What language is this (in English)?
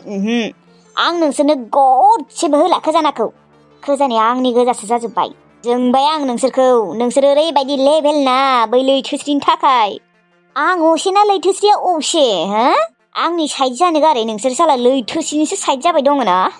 Bodo